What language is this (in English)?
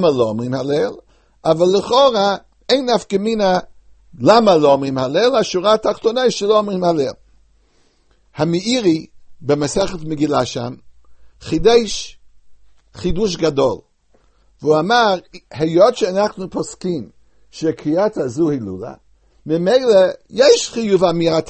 Hebrew